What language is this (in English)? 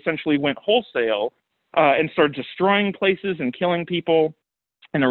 English